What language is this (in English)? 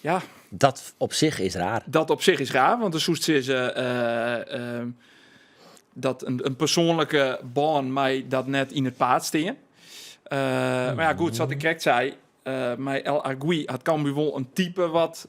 Western Frisian